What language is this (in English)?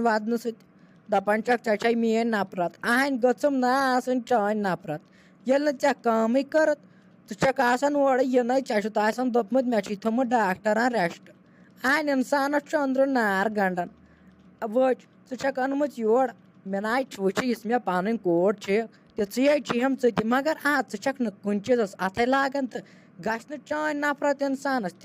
Kashmiri